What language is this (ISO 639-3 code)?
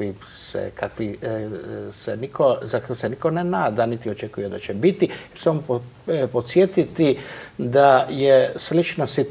hrv